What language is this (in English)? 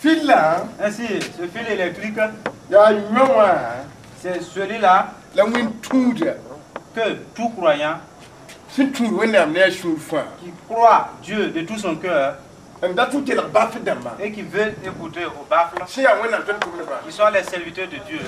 Mossi